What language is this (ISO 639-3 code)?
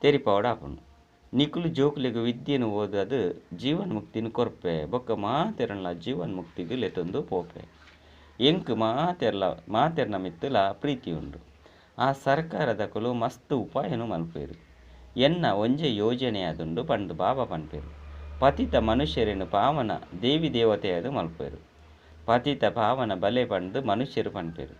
tcy